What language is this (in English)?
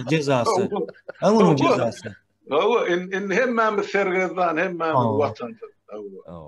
Turkmen